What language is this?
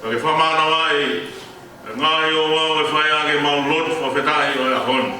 Tongan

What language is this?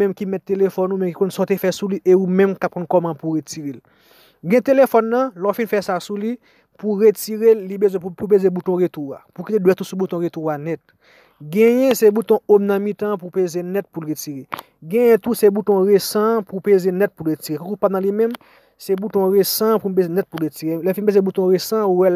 Haitian Creole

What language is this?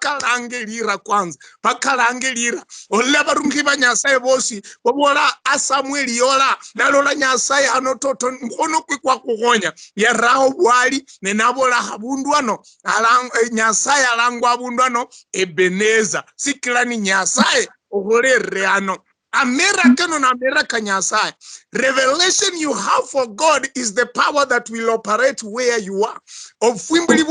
Luyia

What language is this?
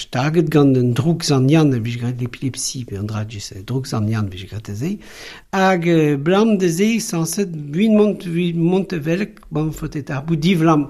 Breton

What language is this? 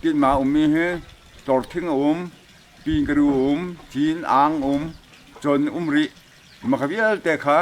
Hakha Chin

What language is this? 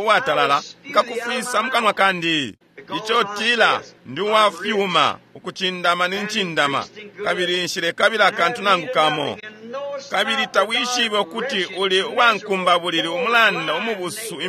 Bemba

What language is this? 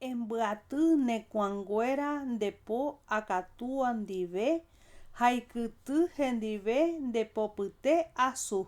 Guarani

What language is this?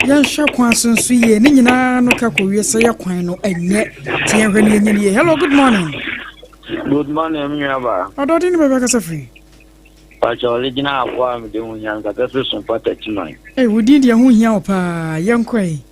Akan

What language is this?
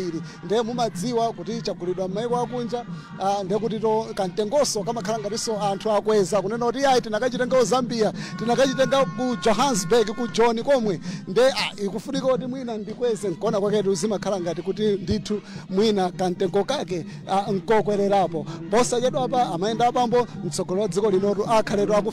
Nyanja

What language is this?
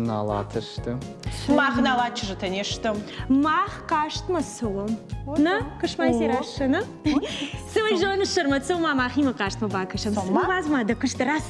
Ossetic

